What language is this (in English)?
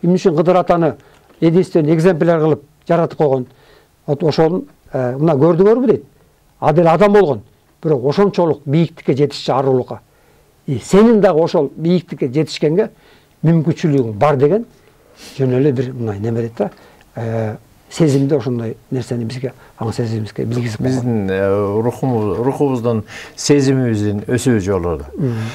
Kyrgyz